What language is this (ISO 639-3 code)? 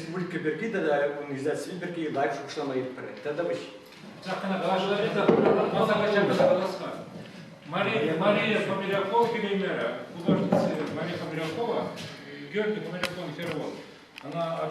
chv